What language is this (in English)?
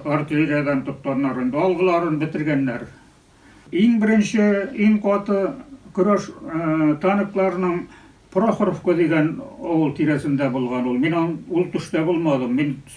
Bashkir